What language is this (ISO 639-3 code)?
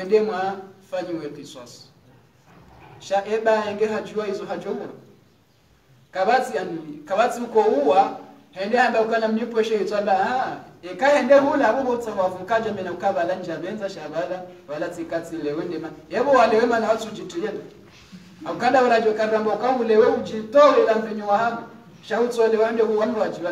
swa